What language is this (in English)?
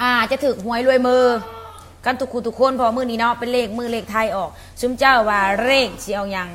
Lao